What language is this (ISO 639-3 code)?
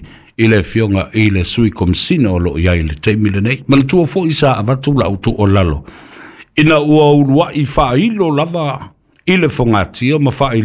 smo